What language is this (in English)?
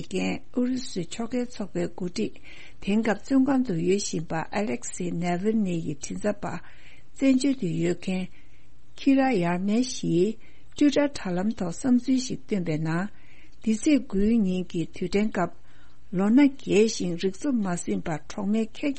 Tibetan